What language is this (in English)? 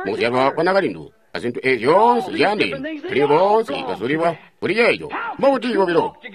Tonga (Zambia)